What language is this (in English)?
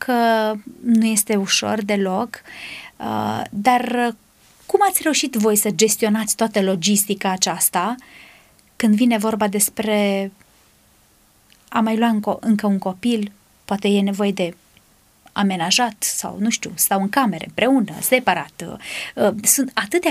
Romanian